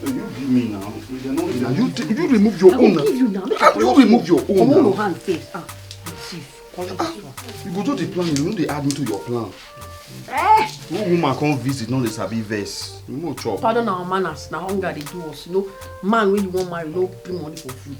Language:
Nigerian Pidgin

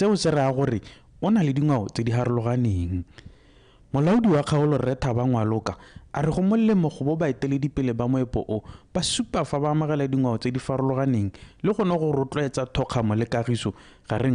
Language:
Tswana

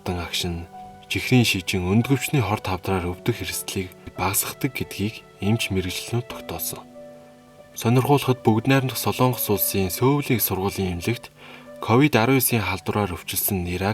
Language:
Mongolian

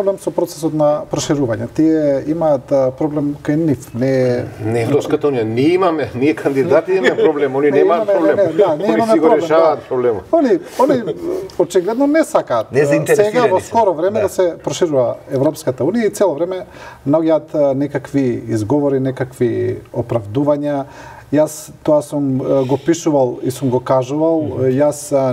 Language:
Macedonian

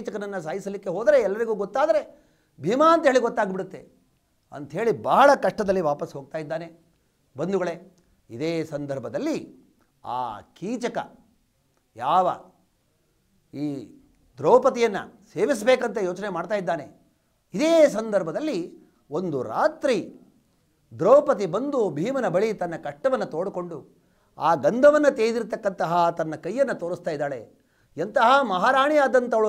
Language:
Kannada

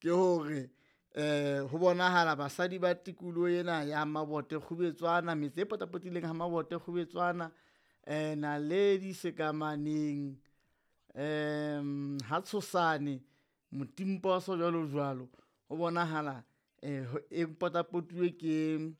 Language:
Southern Sotho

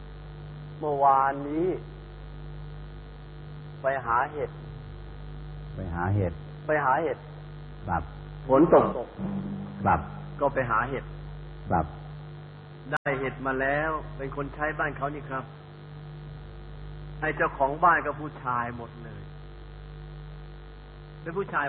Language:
Thai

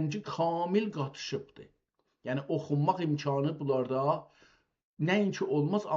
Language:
South Azerbaijani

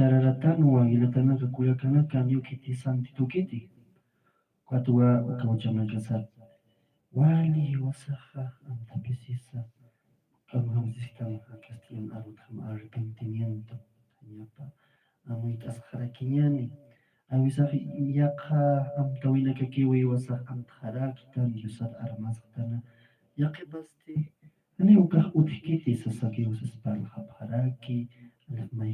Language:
Aymara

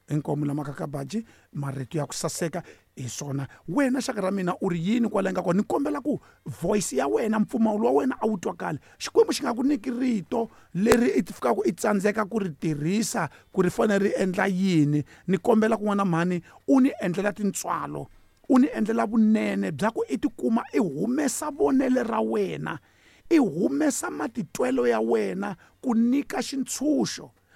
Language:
Tsonga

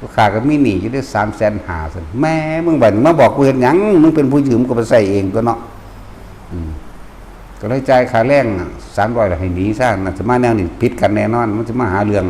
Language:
Northeastern Thai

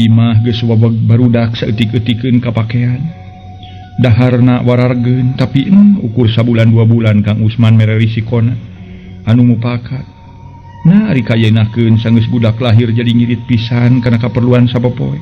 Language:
Sundanese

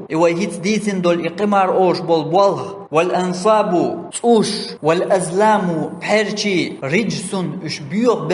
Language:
Chechen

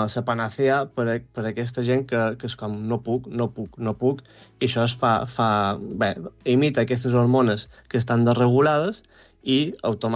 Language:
Catalan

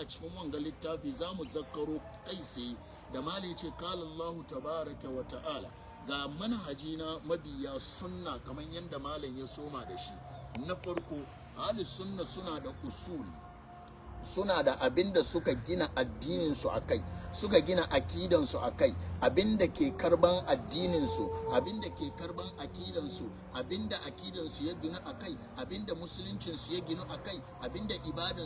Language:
Hausa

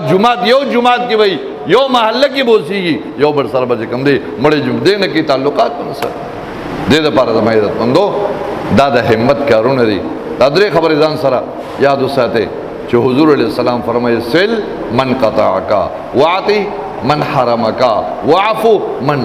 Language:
Pashto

